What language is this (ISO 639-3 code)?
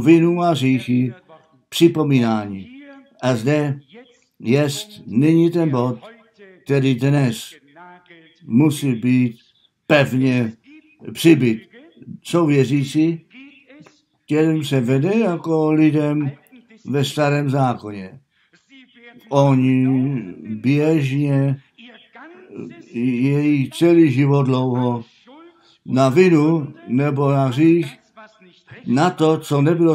ces